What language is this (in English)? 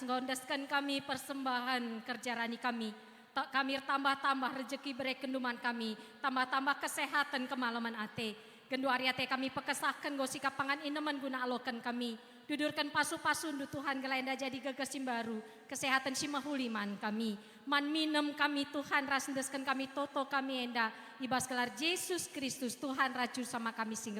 Batak Karo